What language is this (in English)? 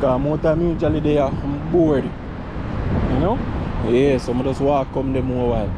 Jamaican Creole English